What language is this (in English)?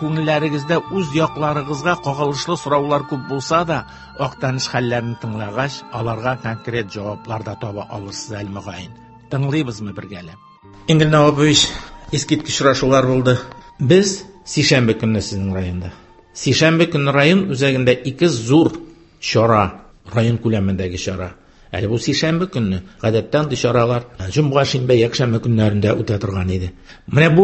Tatar